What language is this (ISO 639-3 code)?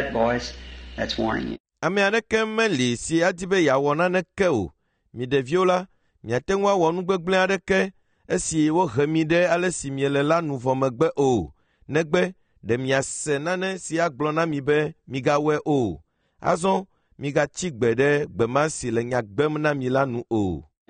ewe